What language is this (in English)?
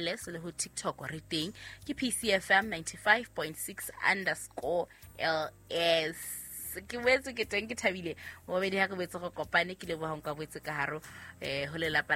Southern Sotho